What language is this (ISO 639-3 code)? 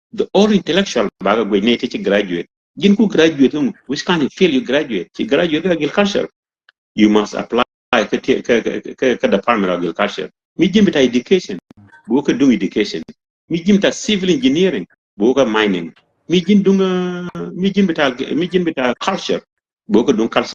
nus